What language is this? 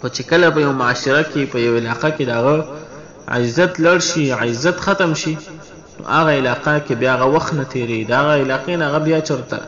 Pashto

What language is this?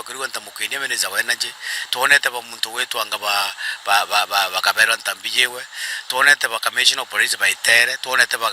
Meru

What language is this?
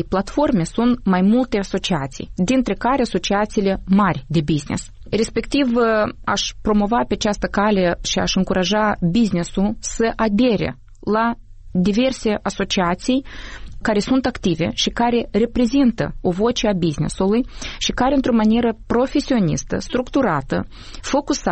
Romanian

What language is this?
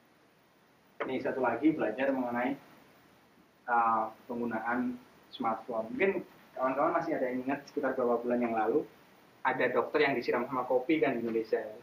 Indonesian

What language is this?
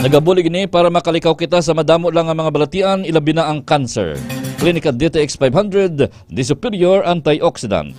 Hiligaynon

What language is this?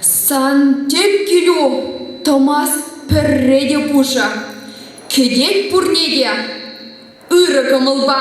Chuvash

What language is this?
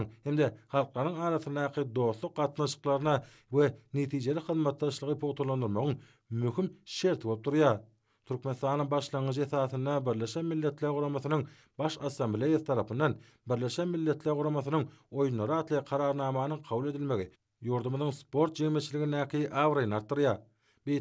Turkmen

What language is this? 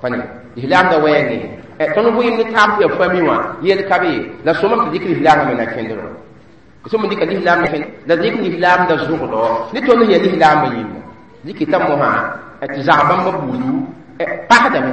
Mossi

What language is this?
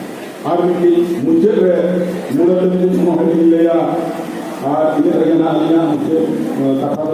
Santali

